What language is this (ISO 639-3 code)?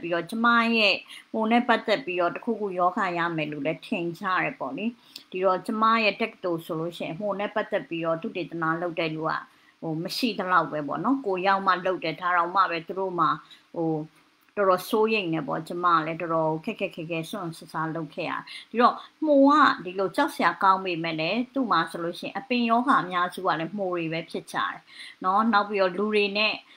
mya